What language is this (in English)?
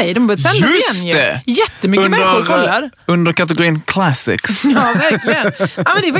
Swedish